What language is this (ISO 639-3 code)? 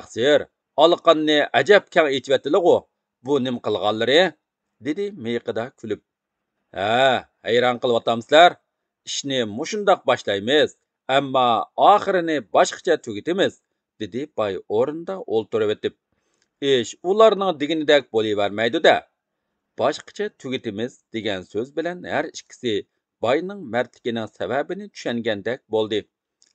uig